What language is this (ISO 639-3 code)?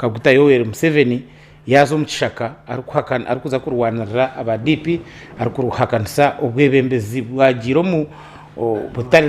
nyn